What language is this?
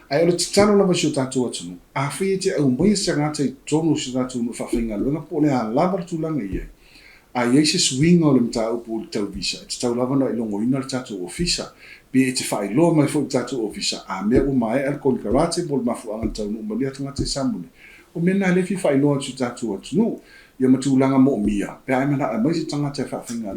Samoan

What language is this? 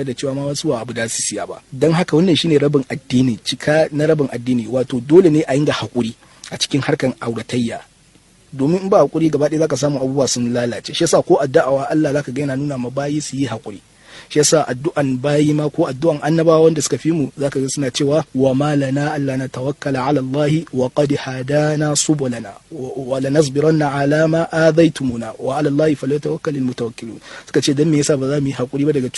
Hausa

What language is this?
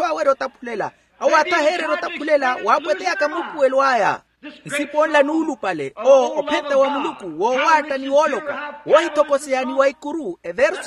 Makhuwa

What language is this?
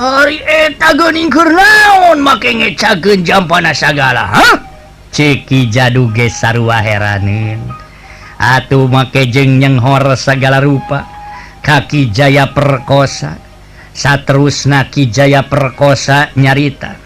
Sundanese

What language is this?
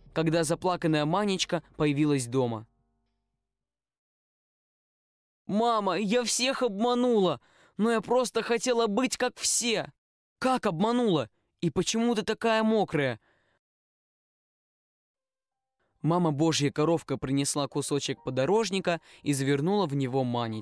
Russian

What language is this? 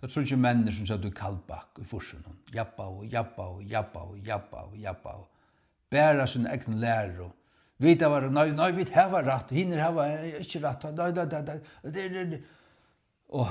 Faroese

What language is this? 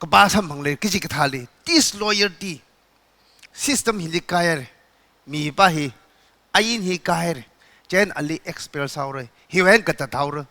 Tangkhul Naga (India)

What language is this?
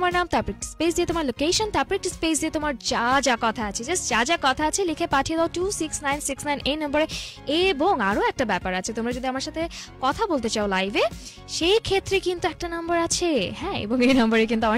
Bangla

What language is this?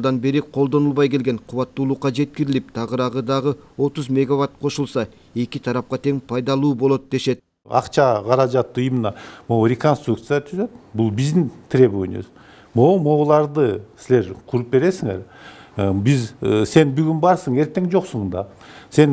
Kyrgyz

